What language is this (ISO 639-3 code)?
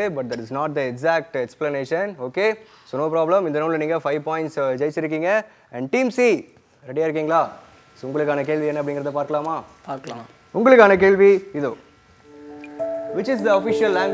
tam